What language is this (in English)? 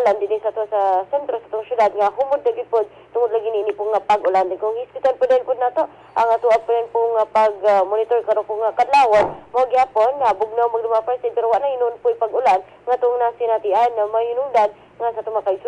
Cebuano